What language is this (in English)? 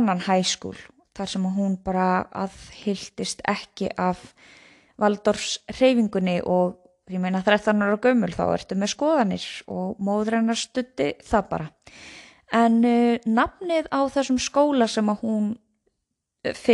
Icelandic